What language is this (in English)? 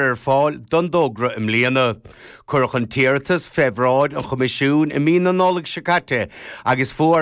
Irish